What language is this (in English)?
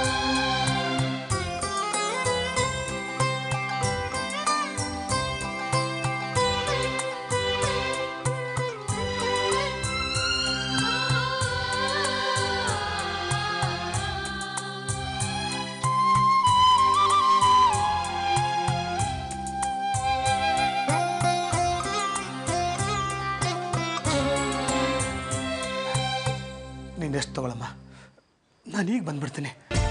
Kannada